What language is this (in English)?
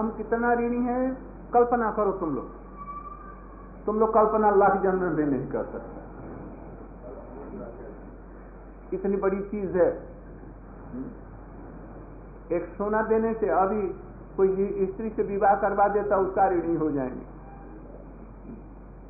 Hindi